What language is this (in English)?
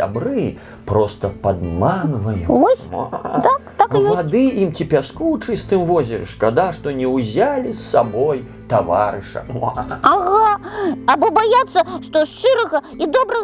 Belarusian